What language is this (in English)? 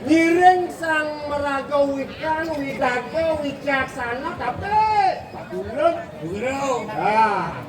Balinese